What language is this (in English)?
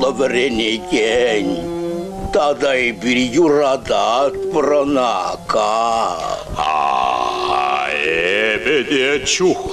Chuvash